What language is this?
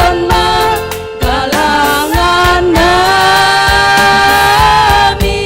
Batak Simalungun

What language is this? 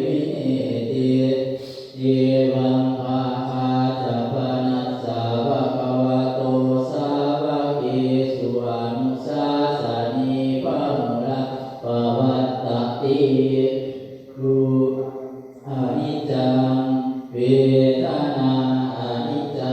Pali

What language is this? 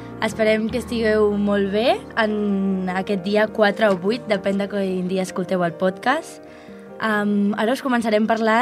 Catalan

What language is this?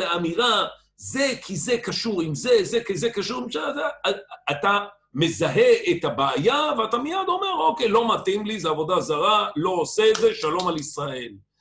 Hebrew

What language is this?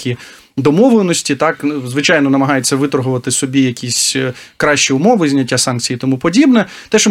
Ukrainian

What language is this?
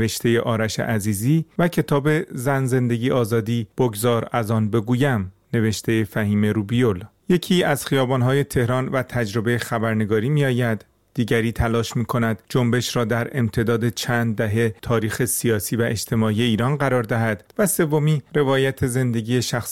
Persian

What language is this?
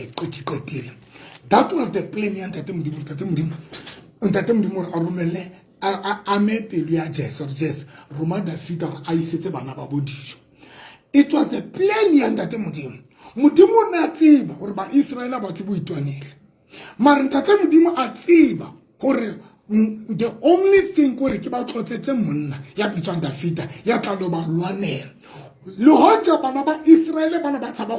Tswana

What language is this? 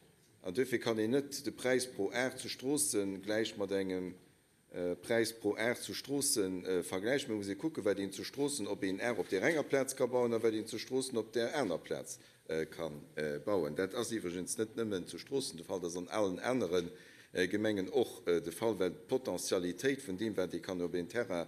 Luxembourgish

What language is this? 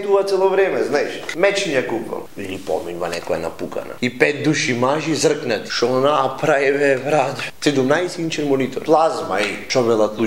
Macedonian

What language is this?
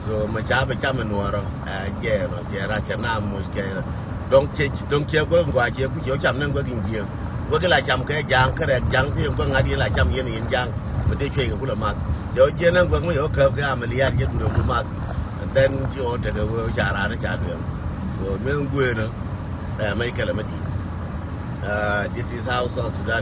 Nuer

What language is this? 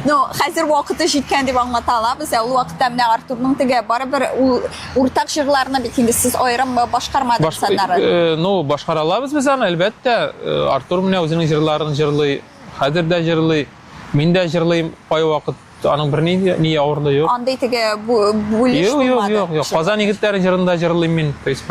Tatar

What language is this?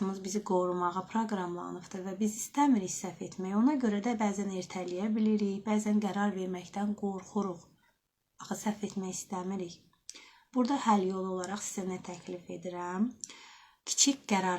Azerbaijani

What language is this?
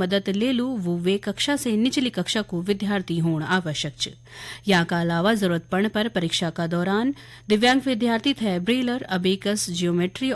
Garhwali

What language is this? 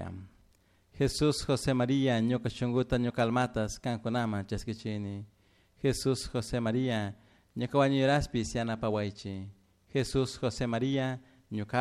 Chimborazo Highland Quichua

